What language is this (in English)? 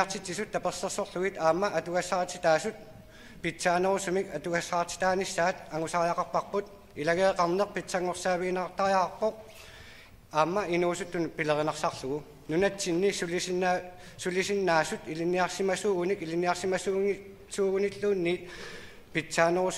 Kalaallisut